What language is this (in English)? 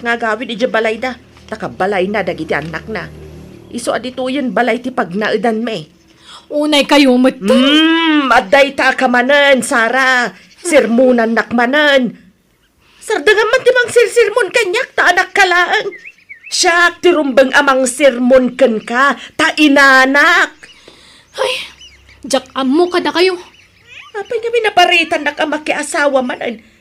Iloko